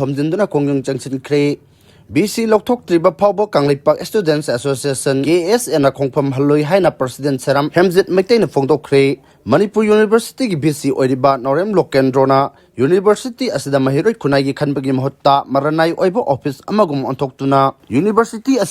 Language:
Manipuri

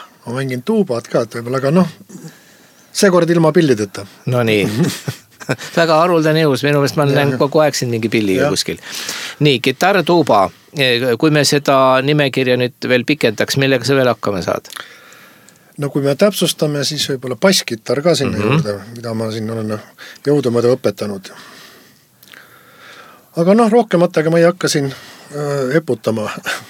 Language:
Estonian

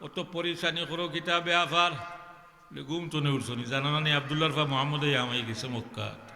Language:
Sylheti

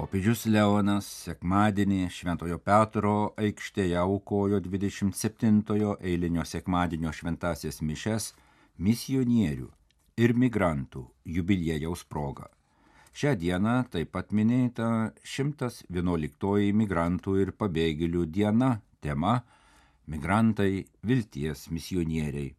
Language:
Lithuanian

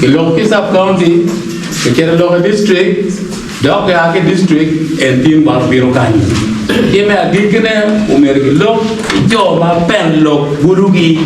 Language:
Acoli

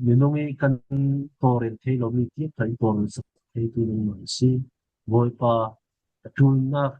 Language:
Falam Chin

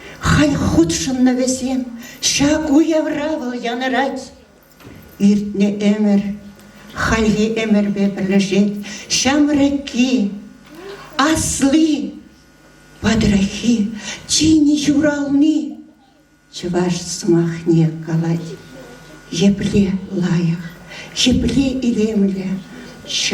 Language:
Chuvash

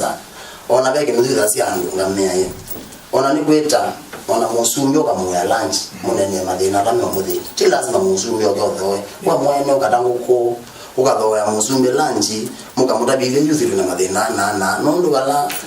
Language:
Kamba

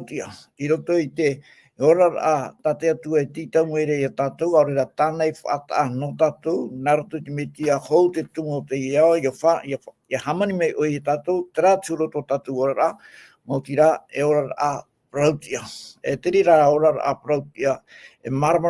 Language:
Tahitian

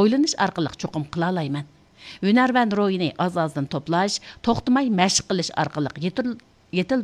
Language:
Uyghur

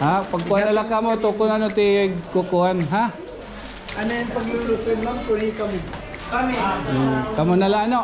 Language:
Waray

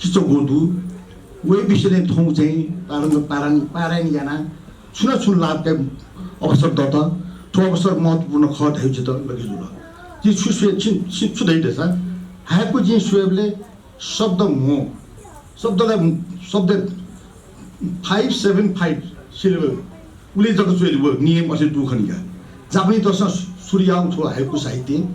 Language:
Newari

